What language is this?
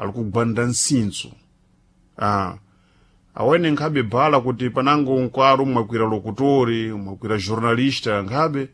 Sena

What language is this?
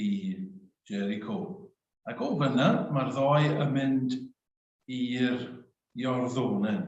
Welsh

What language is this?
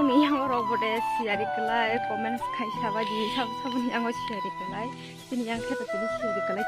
Kok Borok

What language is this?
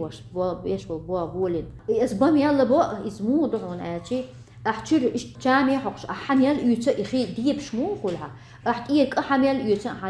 Chechen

